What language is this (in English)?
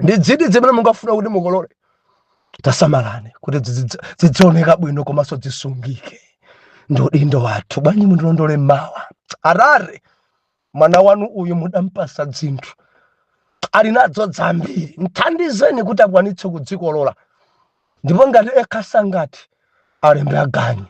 Nyanja